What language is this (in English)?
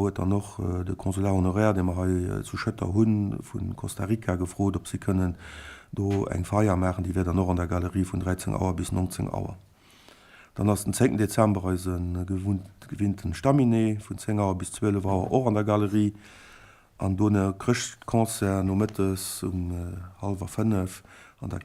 Luxembourgish